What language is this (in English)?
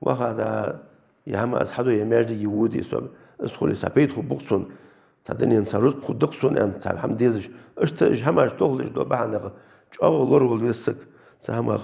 Ingush